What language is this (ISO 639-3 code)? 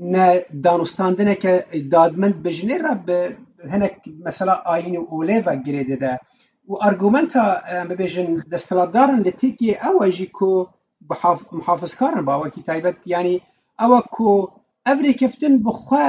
kur